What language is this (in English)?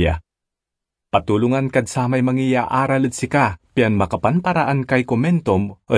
Pangasinan